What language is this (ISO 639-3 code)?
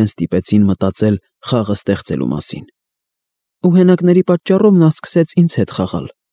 hye